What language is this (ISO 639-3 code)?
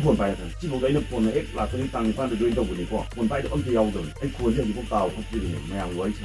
mni